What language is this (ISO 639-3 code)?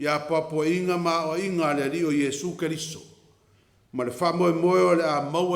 smo